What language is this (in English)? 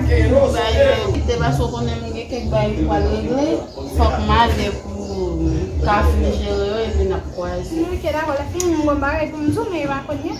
Haitian Creole